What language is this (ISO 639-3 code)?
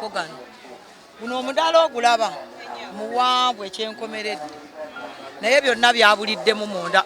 lug